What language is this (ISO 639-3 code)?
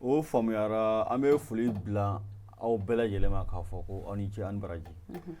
bam